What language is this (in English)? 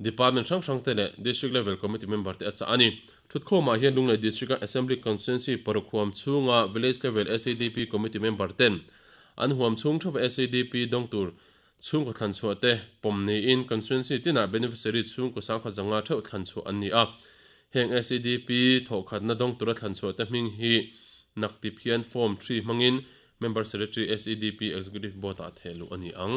Mizo